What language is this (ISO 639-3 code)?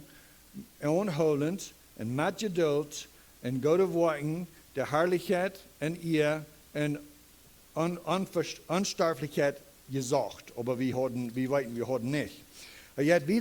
pdt